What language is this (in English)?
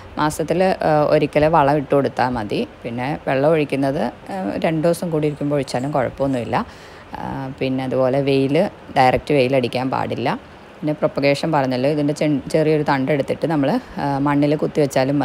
Malayalam